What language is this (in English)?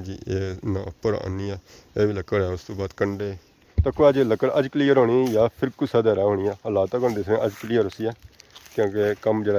Pahari-Potwari